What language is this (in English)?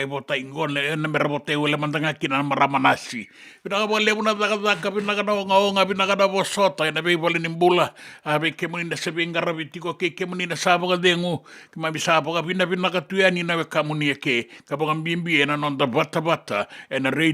Fijian